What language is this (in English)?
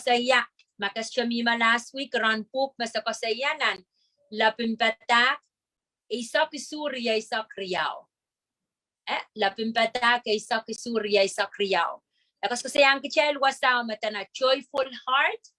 Pohnpeian